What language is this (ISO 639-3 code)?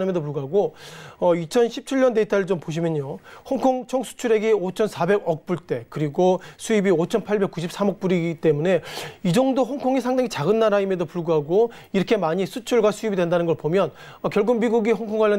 kor